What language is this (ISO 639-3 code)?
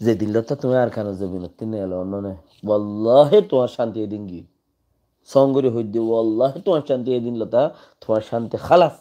rhg